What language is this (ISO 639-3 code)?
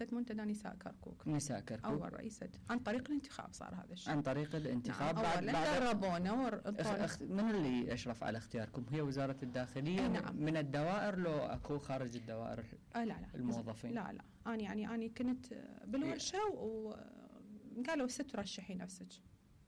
acm